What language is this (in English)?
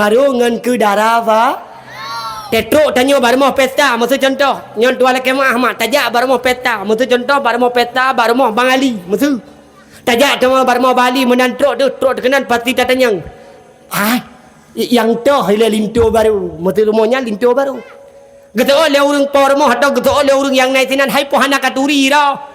Achinese